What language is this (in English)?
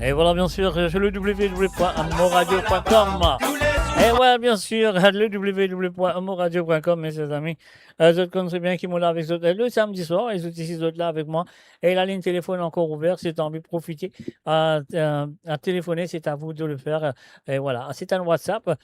Morisyen